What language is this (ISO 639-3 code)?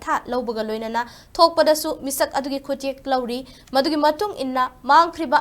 mni